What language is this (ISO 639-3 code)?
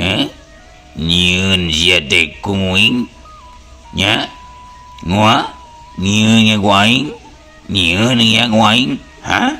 sun